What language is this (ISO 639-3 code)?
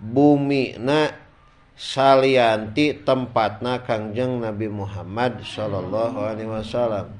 sun